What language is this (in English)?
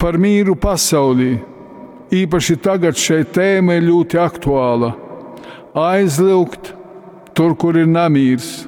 Latgalian